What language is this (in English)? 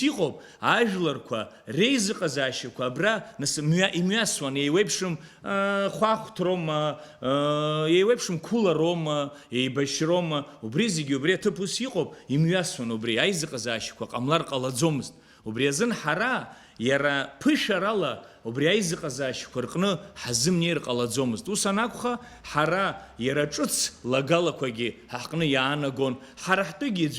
Abkhazian